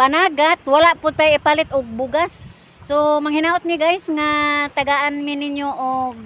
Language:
Cebuano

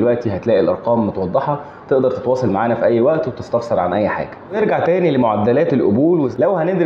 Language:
Egyptian Arabic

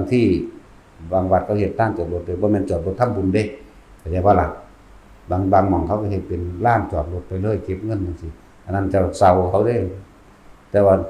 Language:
Northeastern Thai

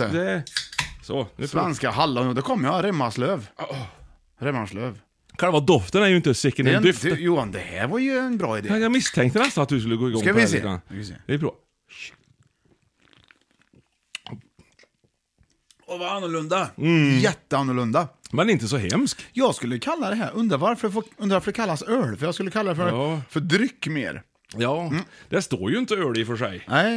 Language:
Swedish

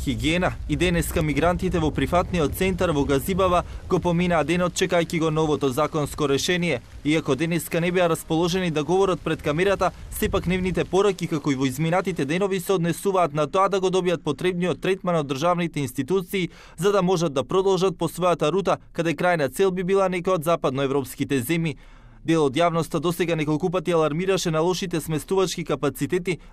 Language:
Macedonian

